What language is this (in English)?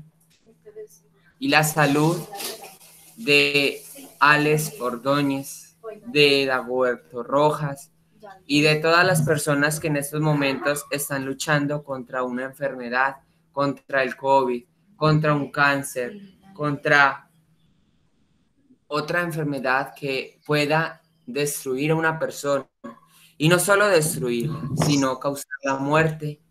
Spanish